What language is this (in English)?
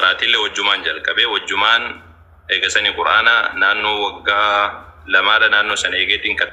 Oromo